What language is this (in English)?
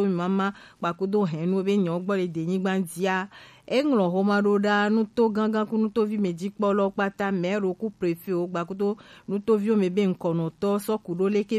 Gen